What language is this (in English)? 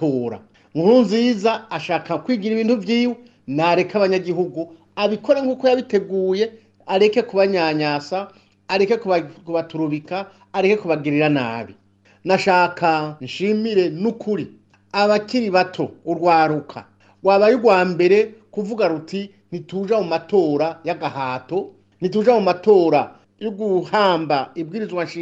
Rundi